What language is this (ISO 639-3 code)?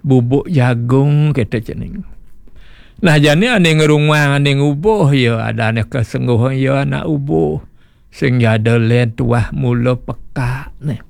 ban